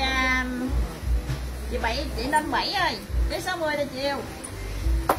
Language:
Vietnamese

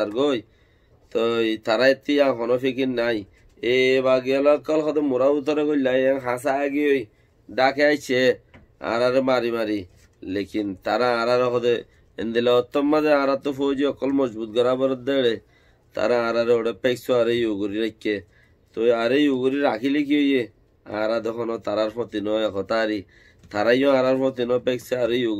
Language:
Rohingya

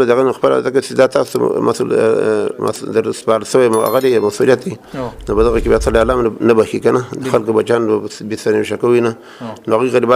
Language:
Pashto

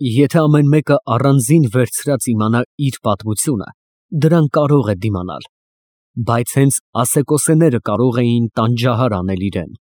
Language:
Armenian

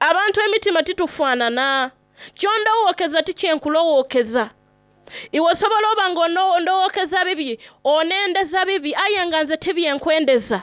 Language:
Soga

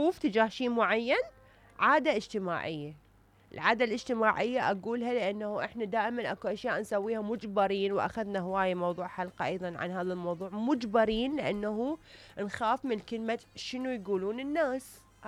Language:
Mesopotamian Arabic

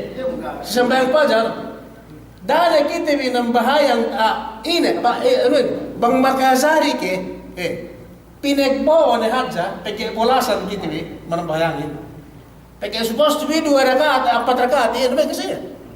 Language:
Yakan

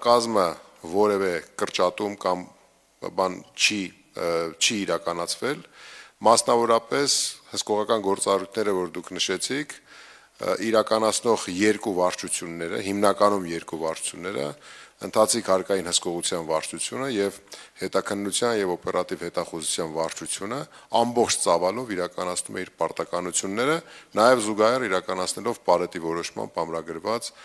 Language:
Armenian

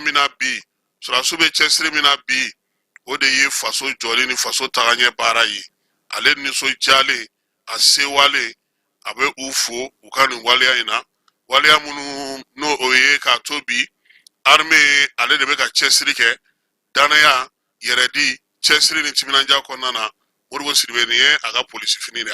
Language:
Bambara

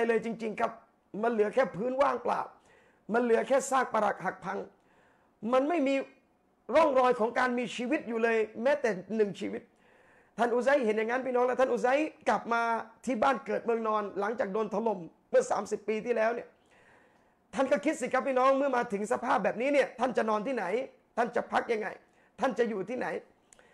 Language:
Thai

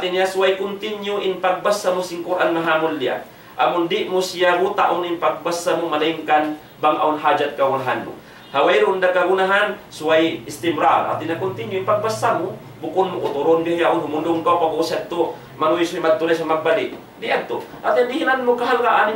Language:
Tausug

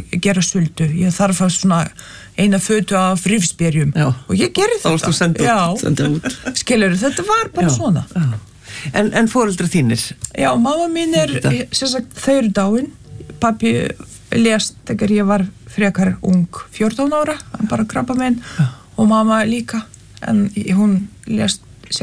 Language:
Icelandic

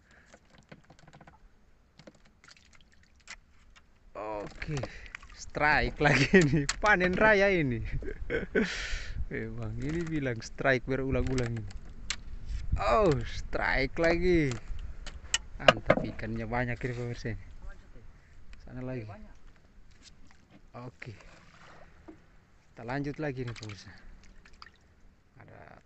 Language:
Indonesian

